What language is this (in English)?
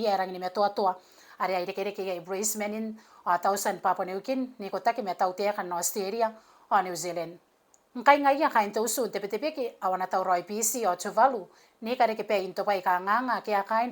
Gilbertese